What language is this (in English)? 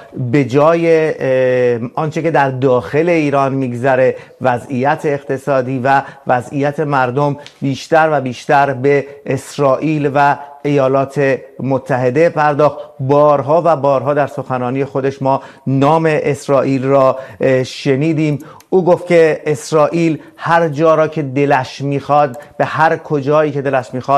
Persian